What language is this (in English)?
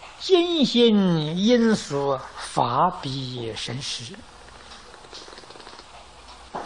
Chinese